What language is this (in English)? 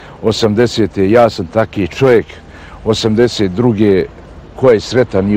Bosnian